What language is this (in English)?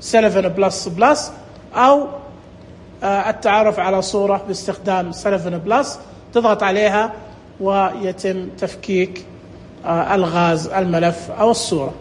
Najdi Arabic